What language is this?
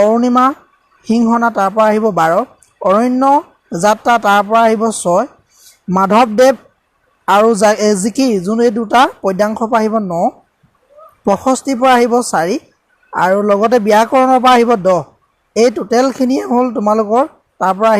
Assamese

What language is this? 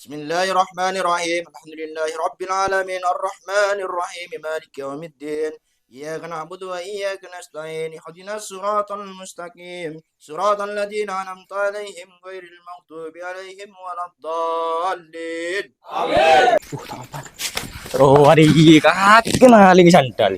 Madurese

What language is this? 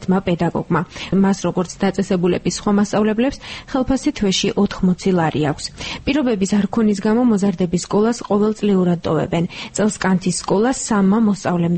Georgian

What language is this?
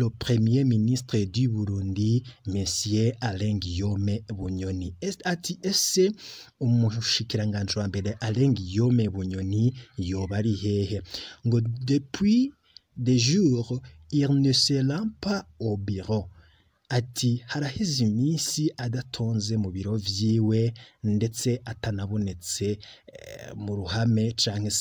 Rundi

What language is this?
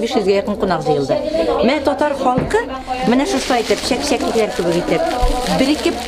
Tatar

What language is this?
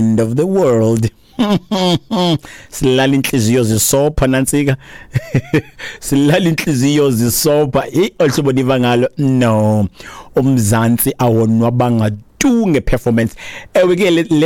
Xhosa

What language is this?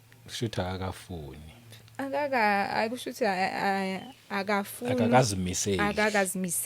Zulu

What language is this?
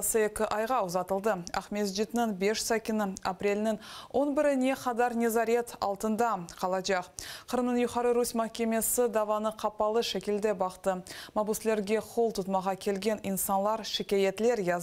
Crimean Tatar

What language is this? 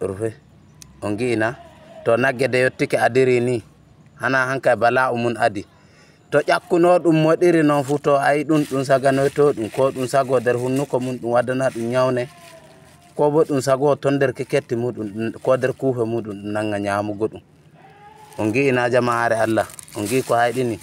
Fula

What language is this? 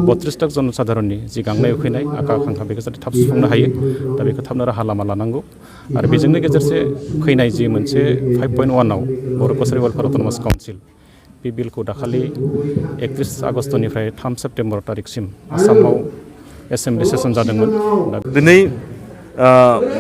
Bodo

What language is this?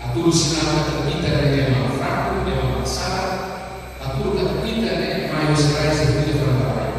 Tetum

